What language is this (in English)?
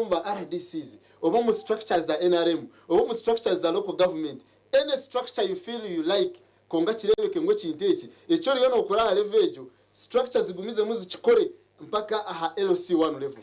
Nyankole